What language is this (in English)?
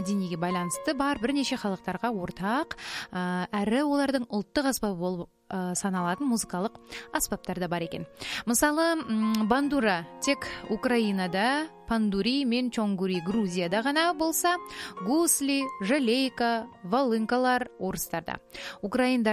Kazakh